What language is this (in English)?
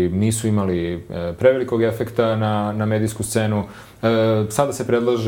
Serbian